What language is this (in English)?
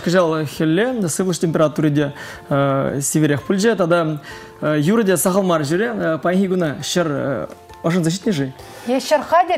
Chuvash